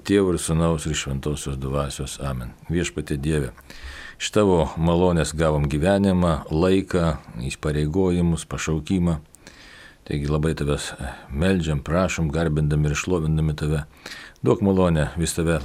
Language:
Lithuanian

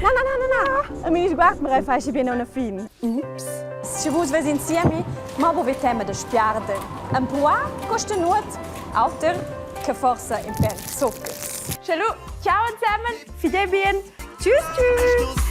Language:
Romansh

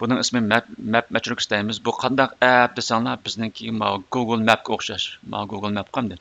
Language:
Uyghur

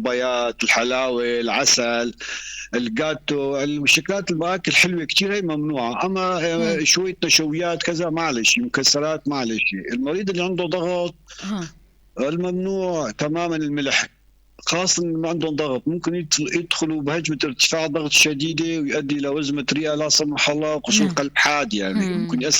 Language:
North Levantine Arabic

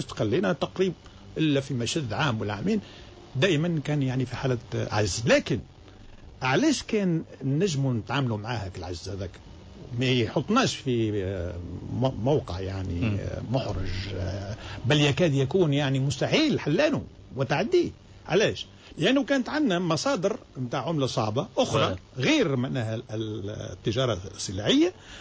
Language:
Tunisian Arabic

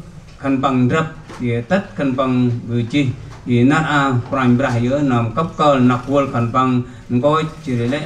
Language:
Central Mnong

